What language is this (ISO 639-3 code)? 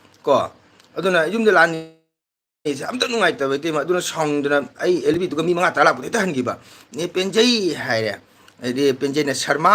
mni